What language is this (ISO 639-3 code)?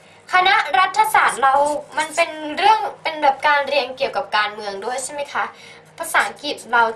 tha